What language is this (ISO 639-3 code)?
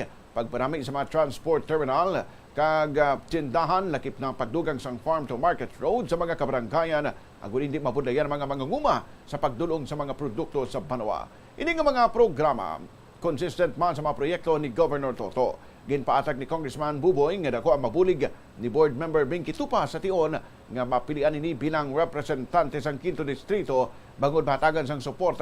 hil